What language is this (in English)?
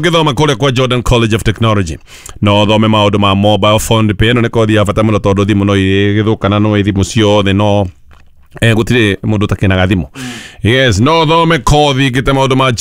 Kikuyu